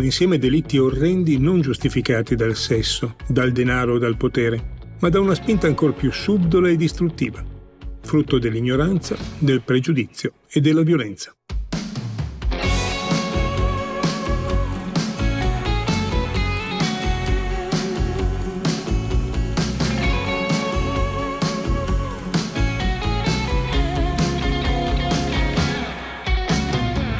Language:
Italian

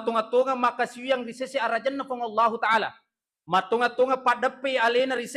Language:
Buginese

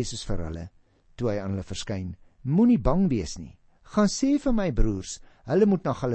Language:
Afrikaans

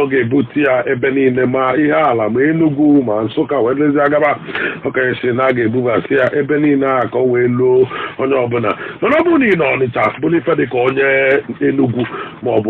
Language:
Igbo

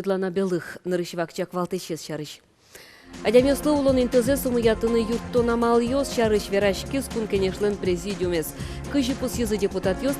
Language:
Udmurt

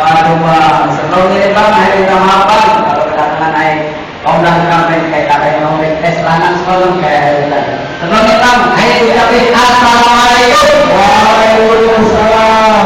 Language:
Betawi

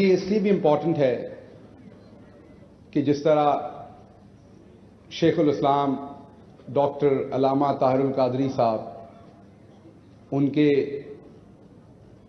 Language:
Urdu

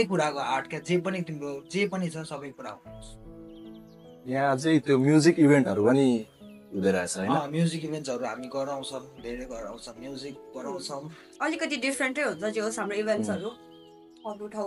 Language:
Nepali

